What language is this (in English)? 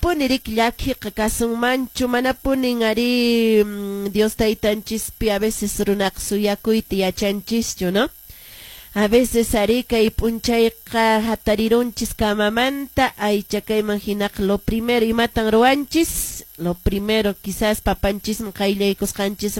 Quechua